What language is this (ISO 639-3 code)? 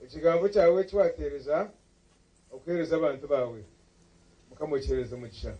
nyn